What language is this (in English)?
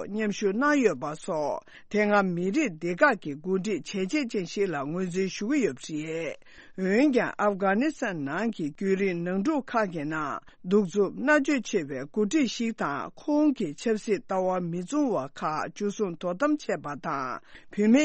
Tibetan